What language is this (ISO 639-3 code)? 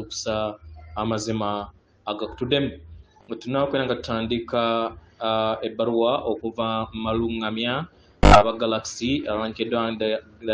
lug